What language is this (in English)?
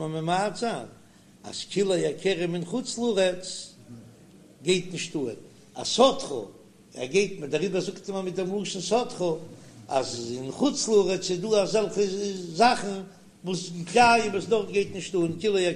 Yiddish